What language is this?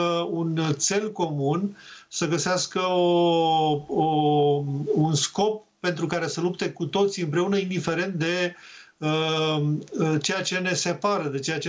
Romanian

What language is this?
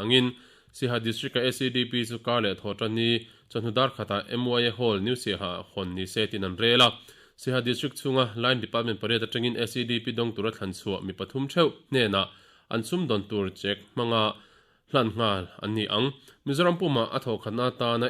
Mizo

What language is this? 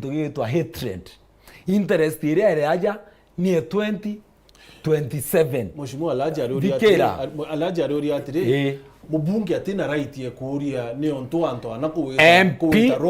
Meru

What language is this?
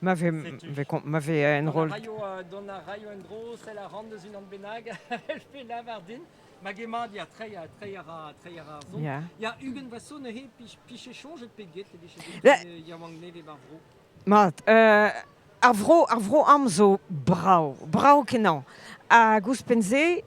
Breton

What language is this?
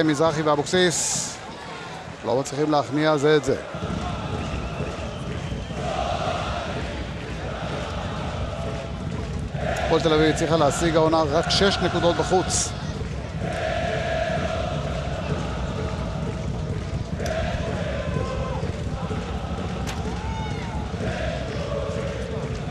Hebrew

